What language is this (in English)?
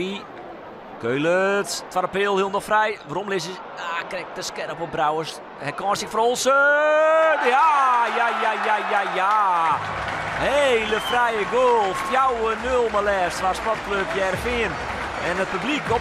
Western Frisian